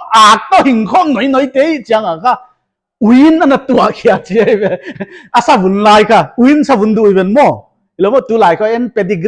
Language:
Paite Chin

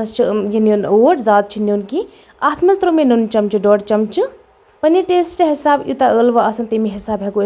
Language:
Kashmiri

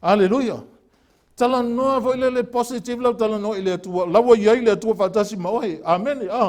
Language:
Samoan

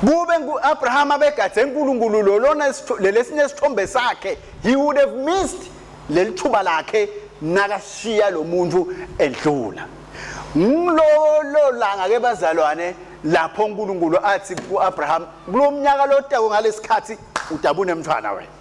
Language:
Swati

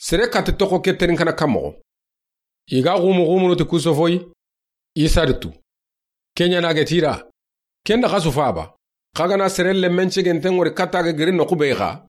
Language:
Soninke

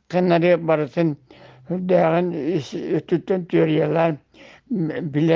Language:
Yakut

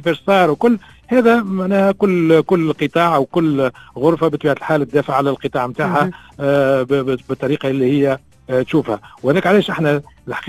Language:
Tunisian Arabic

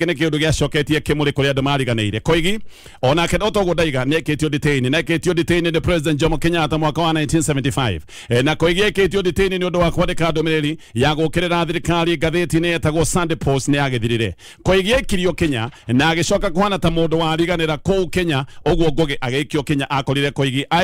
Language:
Kikuyu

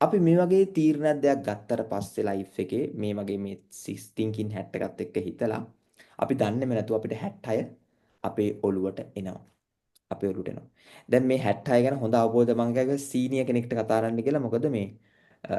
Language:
Sinhala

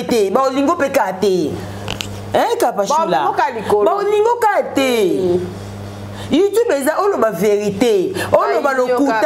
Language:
Lingala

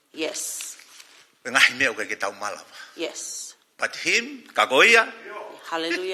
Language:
Tongan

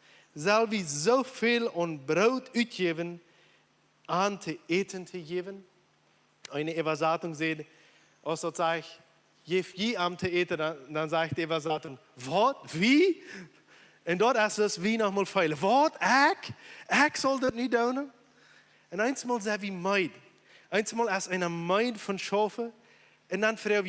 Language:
Plautdietsch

